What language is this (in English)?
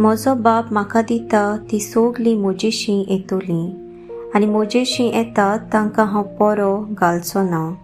Konkani